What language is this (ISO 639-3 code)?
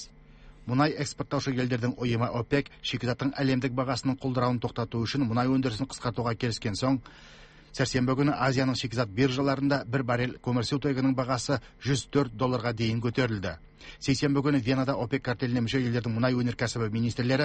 kaz